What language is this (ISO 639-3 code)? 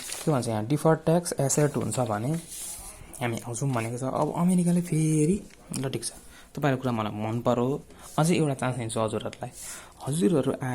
nep